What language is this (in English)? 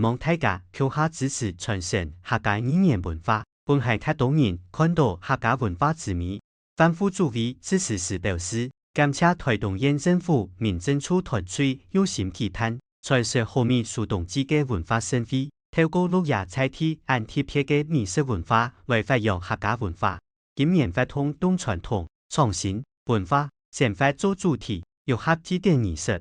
Hakka Chinese